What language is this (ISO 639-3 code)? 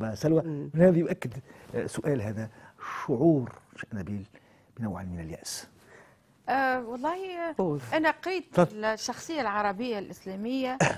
aeb